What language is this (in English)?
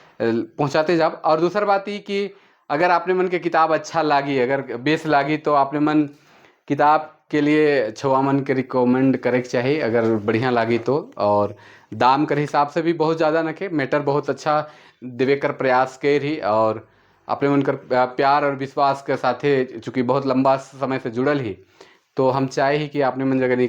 Sadri